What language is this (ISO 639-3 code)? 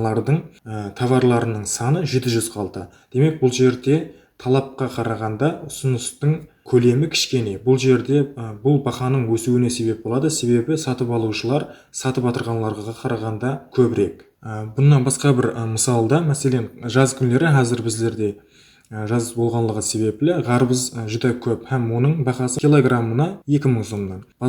kaa